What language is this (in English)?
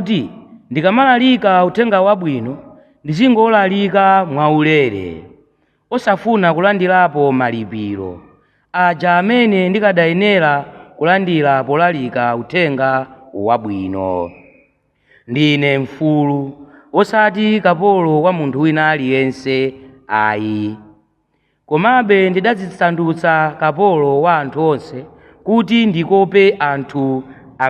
Nyanja